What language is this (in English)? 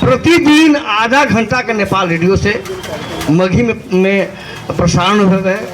Magahi